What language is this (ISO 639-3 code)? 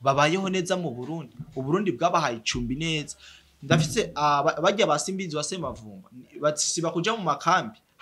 run